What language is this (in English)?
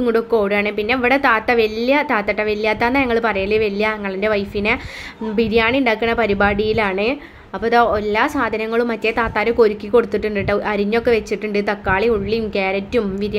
Malayalam